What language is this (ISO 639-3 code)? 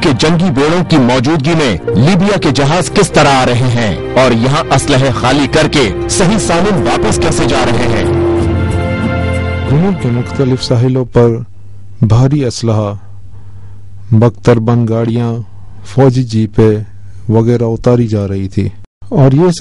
urd